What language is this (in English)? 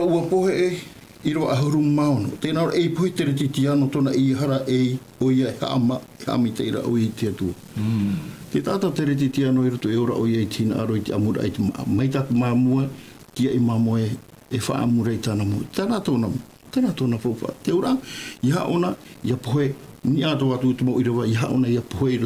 Tahitian